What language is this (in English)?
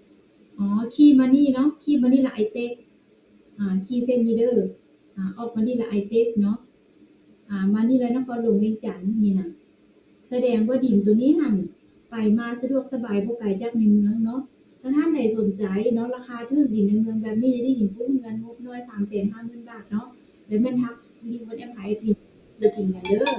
Lao